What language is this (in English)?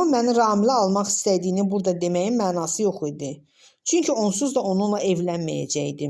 Azerbaijani